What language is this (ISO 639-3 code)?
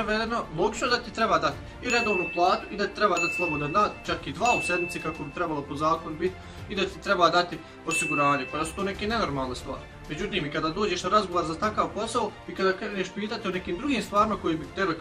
bos